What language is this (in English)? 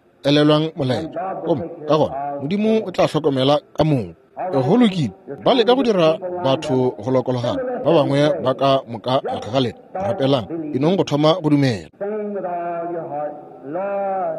Northern Sotho